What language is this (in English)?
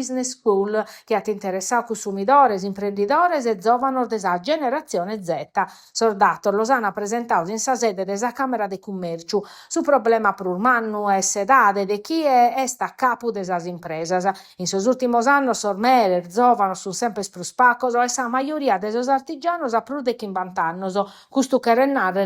Sardinian